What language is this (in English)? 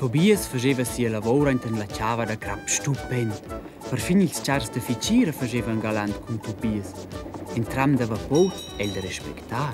Romansh